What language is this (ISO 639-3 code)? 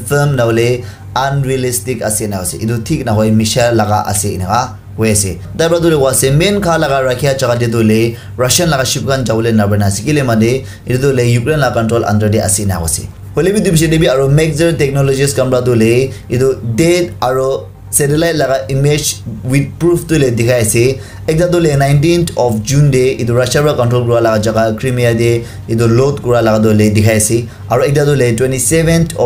nag